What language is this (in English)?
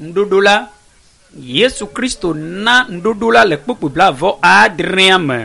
Ewe